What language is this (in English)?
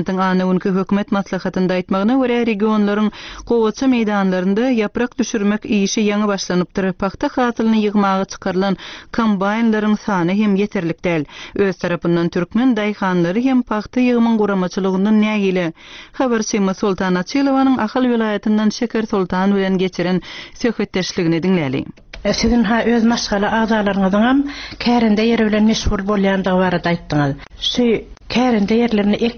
Turkmen